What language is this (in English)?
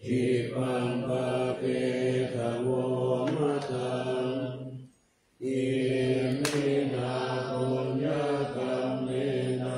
Pali